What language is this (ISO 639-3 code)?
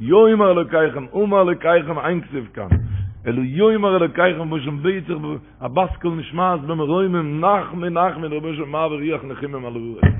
yid